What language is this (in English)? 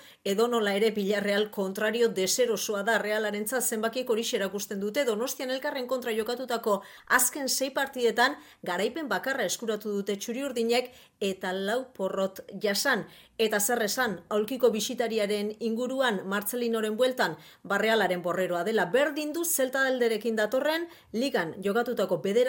Basque